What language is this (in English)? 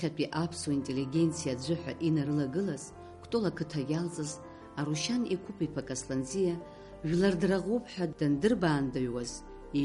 Abkhazian